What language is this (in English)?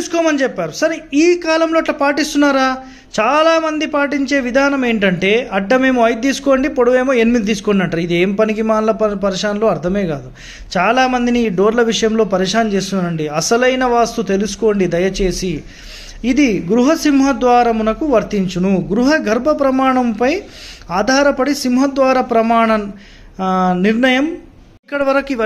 Telugu